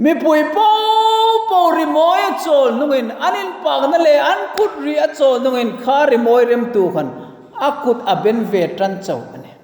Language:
Hmar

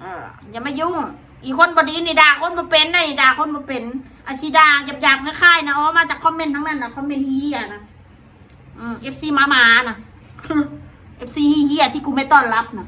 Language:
Northeastern Thai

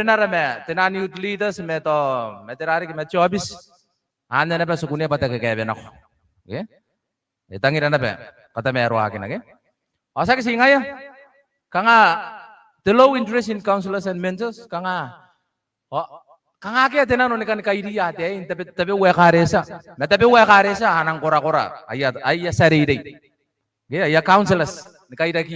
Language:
Gilbertese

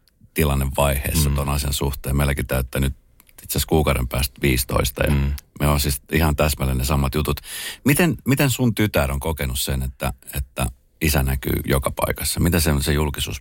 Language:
Finnish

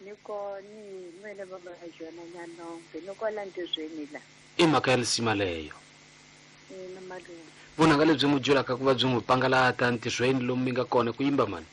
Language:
Tsonga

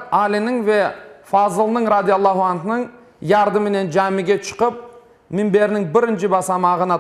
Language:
Crimean Tatar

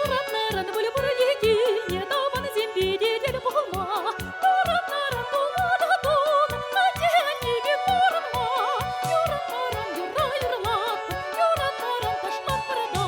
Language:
Chuvash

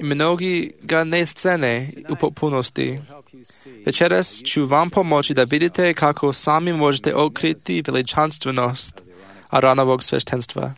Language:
Serbian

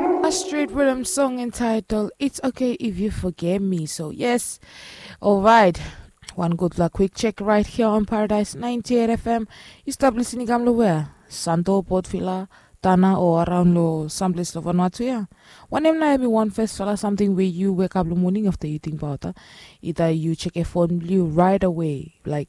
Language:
Bislama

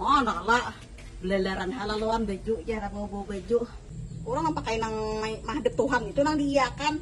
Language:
Banjar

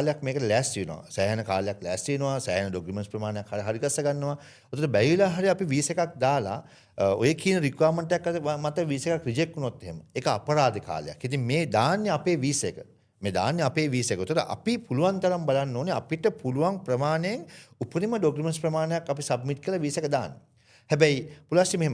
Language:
Sinhala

